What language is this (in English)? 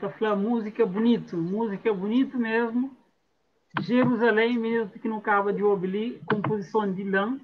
Kabuverdianu